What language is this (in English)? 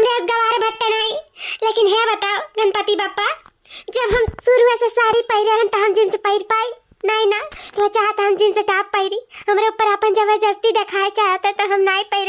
Awadhi